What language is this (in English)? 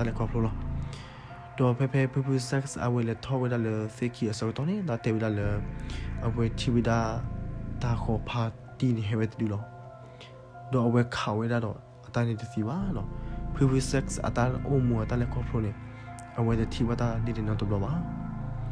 S'gaw Karen